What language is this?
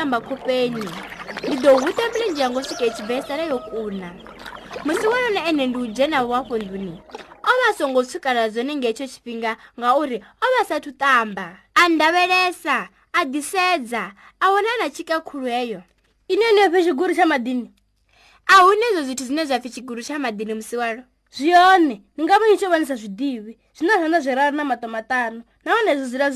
Venda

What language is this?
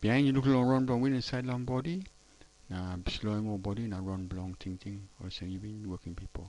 Tok Pisin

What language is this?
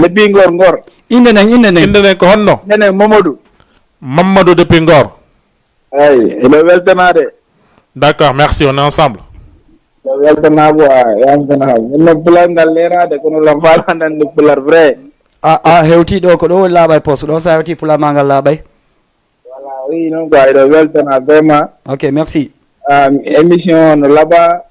Fula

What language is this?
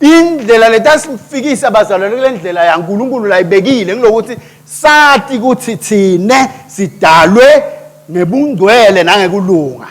Swati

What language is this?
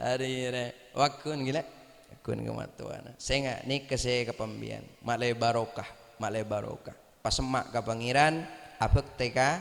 Madurese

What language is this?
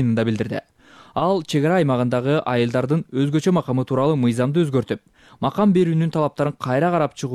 Kyrgyz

